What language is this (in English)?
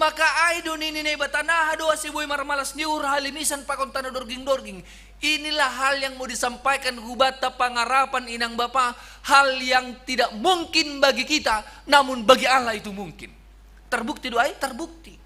Batak Simalungun